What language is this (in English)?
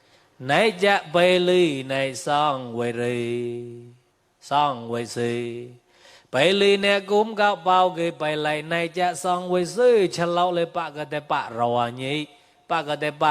Mon